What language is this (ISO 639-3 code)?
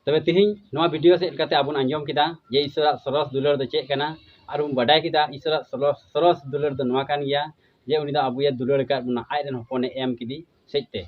sat